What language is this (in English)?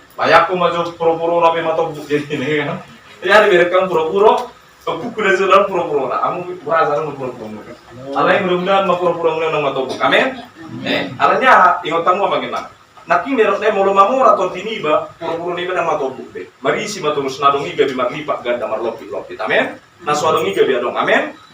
Batak Toba